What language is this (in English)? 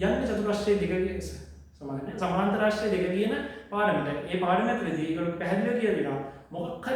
Sinhala